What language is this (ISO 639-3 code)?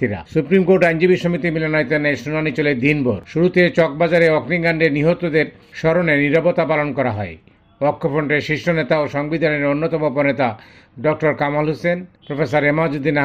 ben